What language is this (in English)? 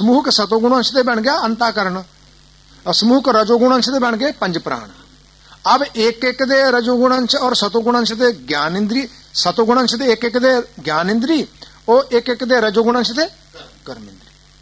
Punjabi